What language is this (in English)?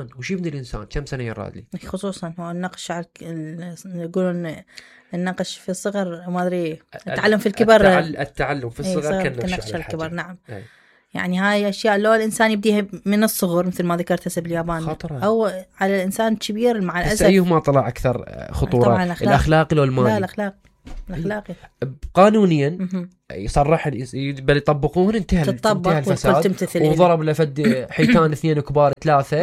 Mesopotamian Arabic